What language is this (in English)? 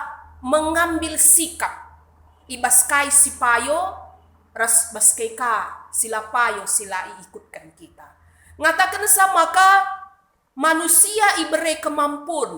Batak Karo